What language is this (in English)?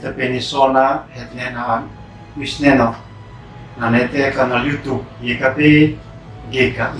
Uab Meto